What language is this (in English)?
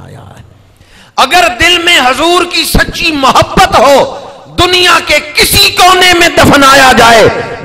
Urdu